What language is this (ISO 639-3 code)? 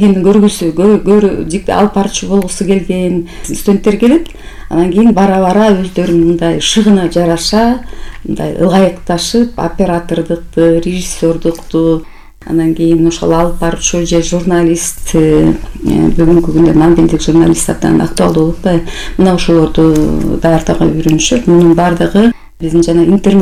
kir